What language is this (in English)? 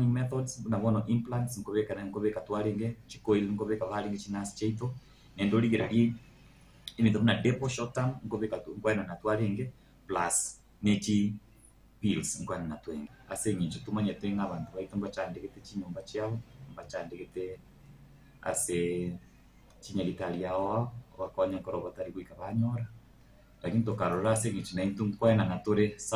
Gusii